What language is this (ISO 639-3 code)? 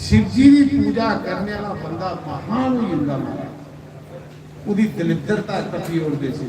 doi